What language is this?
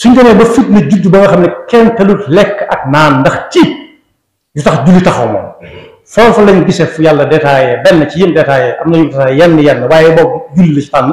Wolof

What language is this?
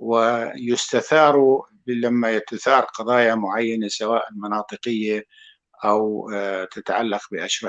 North Levantine Arabic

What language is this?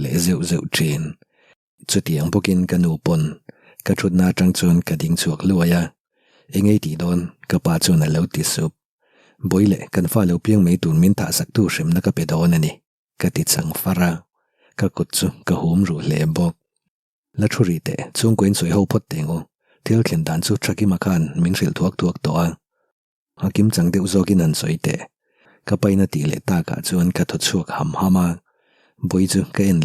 Mizo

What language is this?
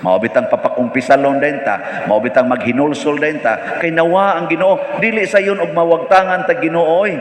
Cebuano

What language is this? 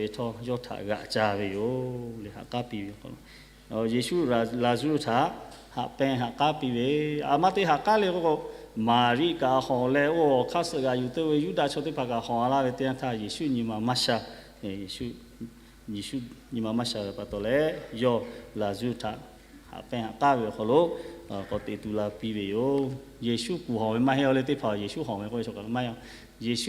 Lahu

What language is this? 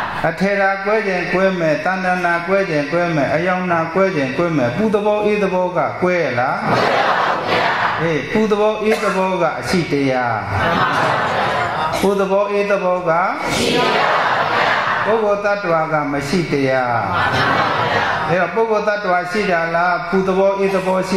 Burmese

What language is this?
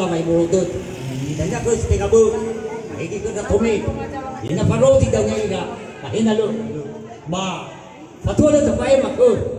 Nias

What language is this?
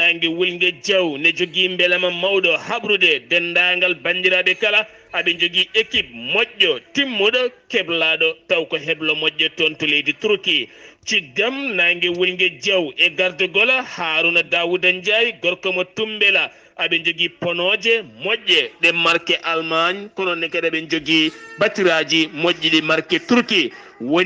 Fula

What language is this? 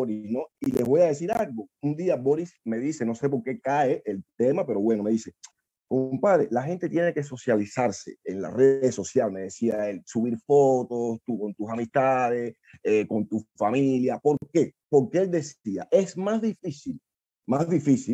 Spanish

